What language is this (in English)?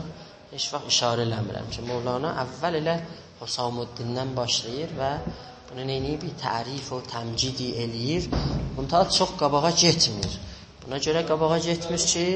South Azerbaijani